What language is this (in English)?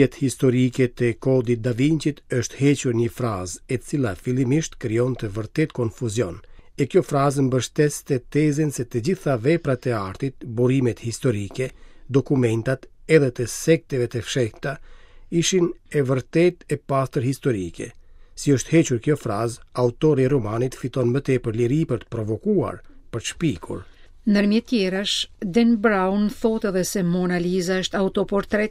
Albanian